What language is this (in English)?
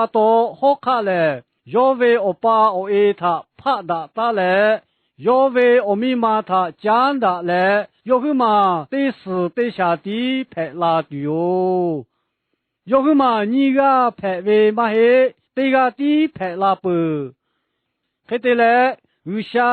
Lahu